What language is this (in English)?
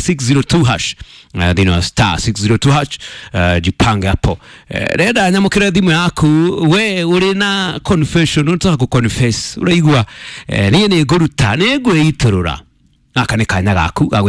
Kikuyu